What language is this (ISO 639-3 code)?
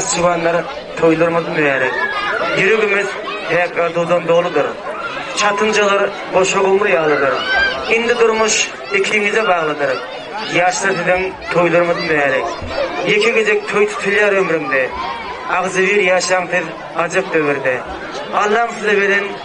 tuk